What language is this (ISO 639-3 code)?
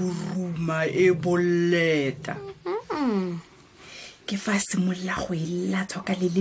tsn